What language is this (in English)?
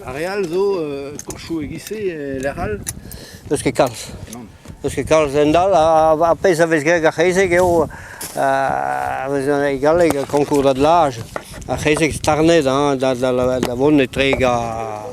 Breton